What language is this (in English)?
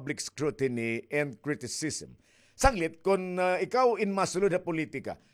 Waray